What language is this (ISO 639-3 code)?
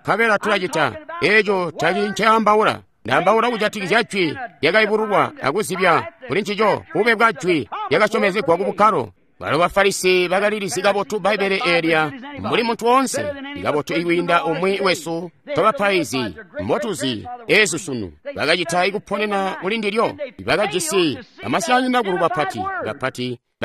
toi